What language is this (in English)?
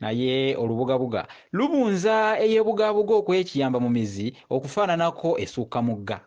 Ganda